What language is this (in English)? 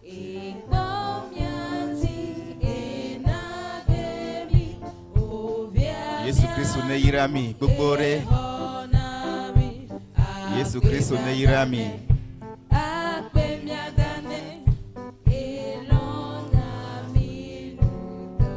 Ewe